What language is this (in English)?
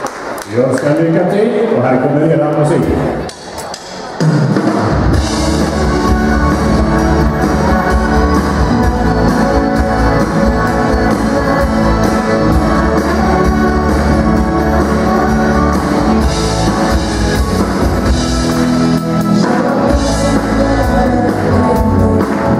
Swedish